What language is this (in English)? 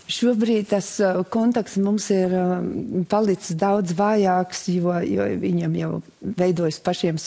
Latvian